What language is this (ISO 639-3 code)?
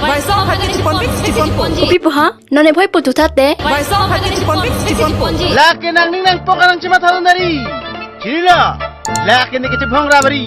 mjw